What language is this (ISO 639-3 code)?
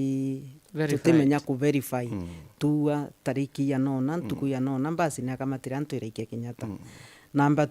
mer